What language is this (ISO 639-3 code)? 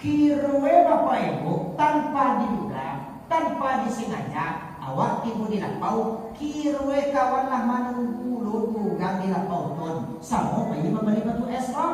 min